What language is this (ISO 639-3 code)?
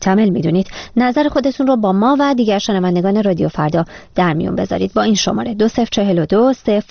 fas